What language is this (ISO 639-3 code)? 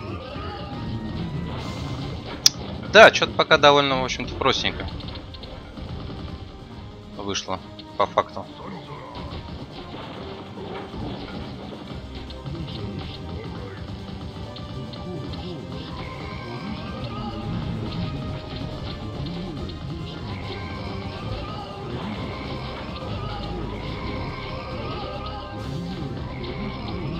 rus